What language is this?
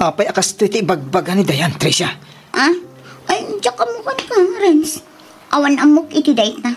Iloko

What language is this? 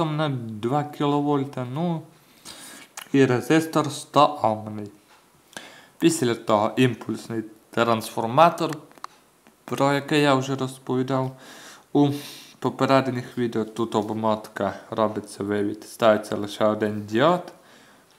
Ukrainian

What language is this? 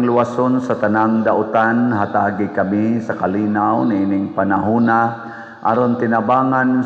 Cebuano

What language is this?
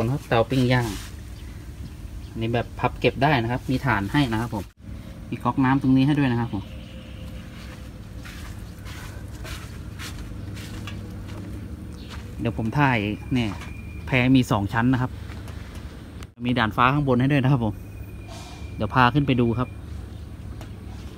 Thai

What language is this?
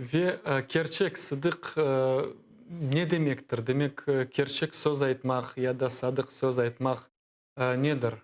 Crimean Tatar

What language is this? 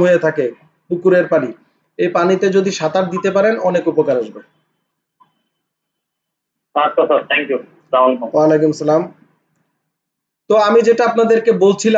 Bangla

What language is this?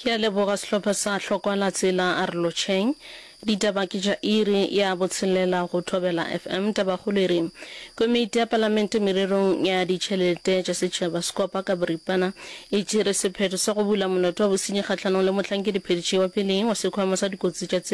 Northern Sotho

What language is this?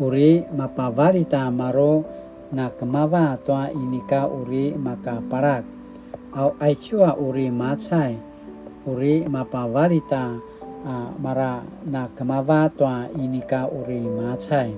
Paiwan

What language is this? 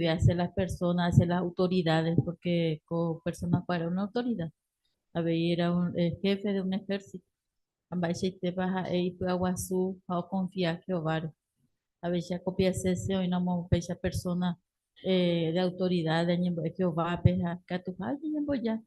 Guarani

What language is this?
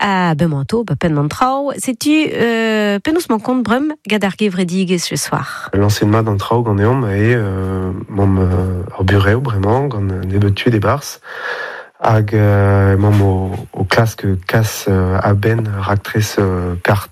Breton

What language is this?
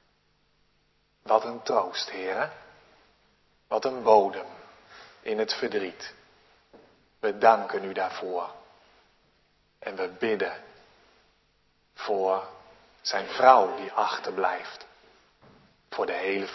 Dutch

